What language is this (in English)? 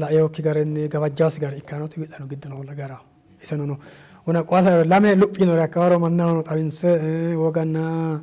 Sidamo